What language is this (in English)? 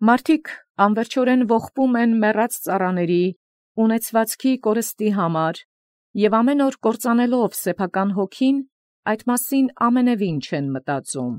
Armenian